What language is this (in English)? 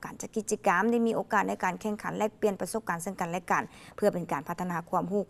Lao